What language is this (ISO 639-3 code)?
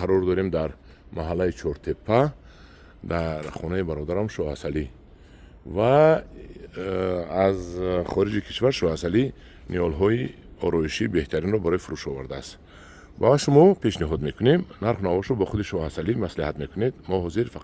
tgk